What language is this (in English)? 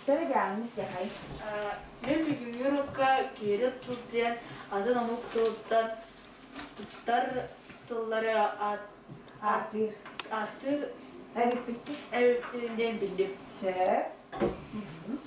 Yakut